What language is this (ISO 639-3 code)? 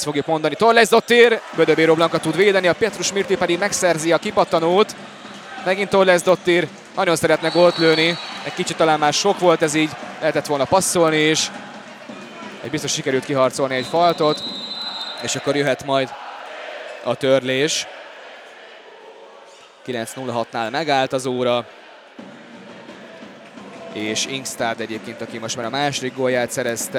hun